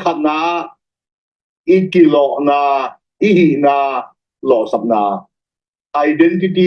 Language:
Tedim Chin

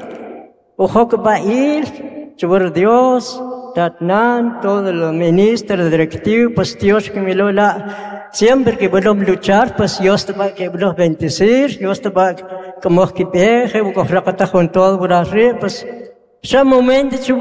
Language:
Kʼicheʼ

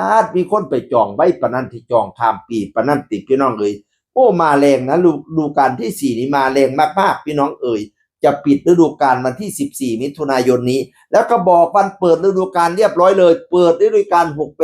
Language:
Northeastern Thai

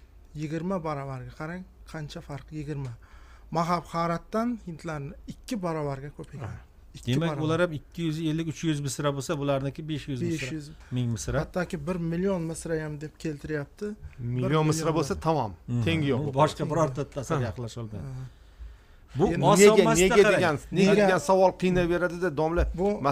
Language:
Uzbek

